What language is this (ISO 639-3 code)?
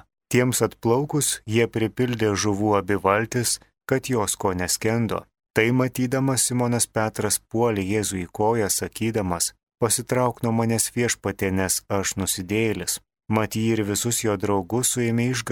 lit